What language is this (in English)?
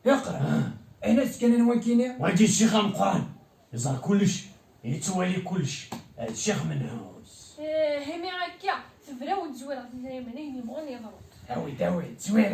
Kabyle